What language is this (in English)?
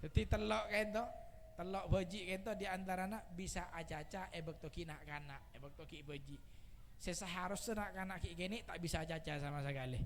Madurese